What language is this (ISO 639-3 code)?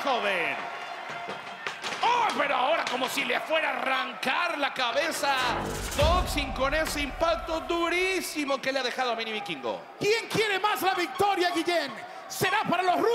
spa